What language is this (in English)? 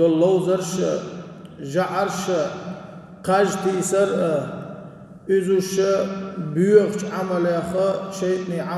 Chechen